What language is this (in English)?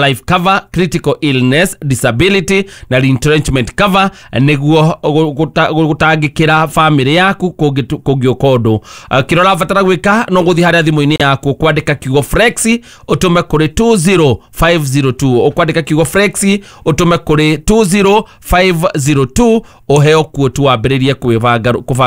Kikuyu